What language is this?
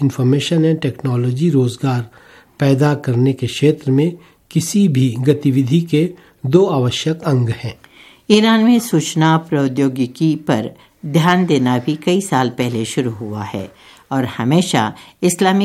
Hindi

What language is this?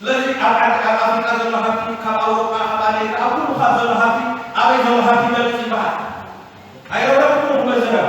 Tigrinya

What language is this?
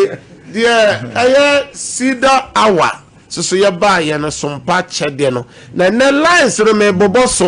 Akan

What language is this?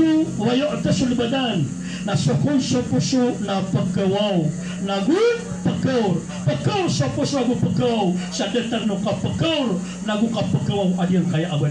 Maranao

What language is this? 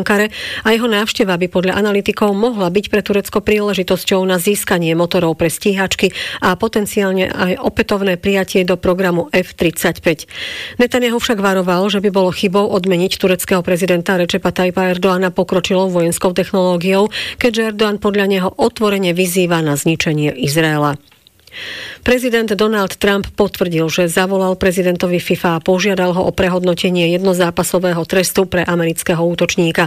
Slovak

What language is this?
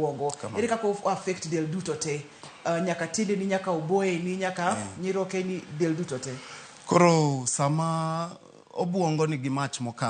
Luo (Kenya and Tanzania)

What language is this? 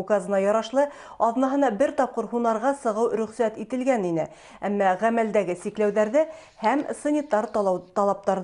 Bashkir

